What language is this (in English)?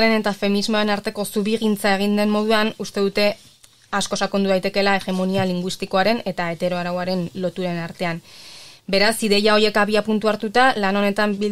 Basque